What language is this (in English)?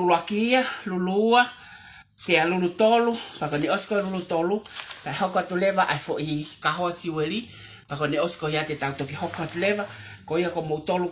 Tongan